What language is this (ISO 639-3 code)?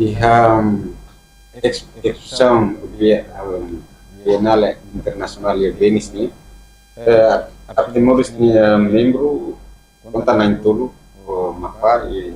tet